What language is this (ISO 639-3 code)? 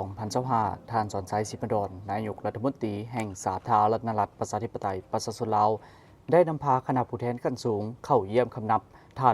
lao